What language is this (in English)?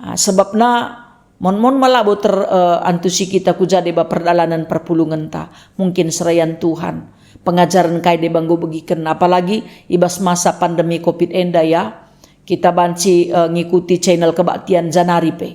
Batak Karo